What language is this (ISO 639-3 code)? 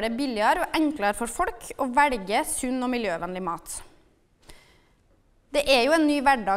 nor